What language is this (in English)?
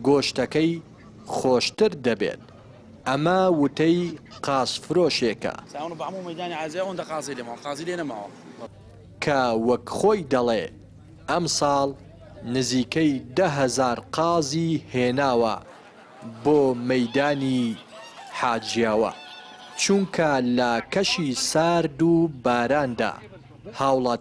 Central Kurdish